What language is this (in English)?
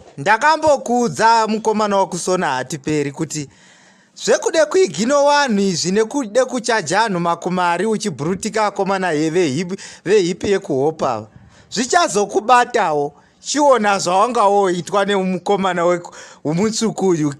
Shona